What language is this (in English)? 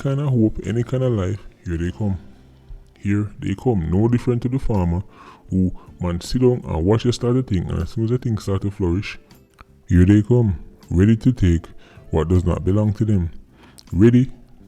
Jamaican Creole English